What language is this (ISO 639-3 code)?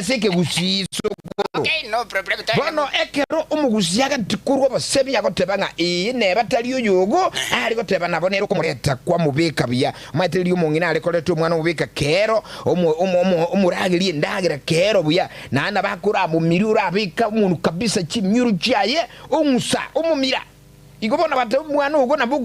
guz